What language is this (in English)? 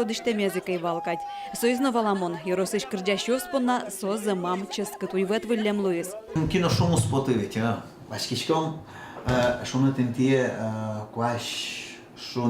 Udmurt